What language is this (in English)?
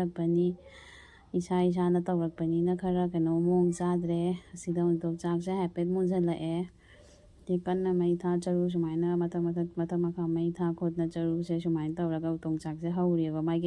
Manipuri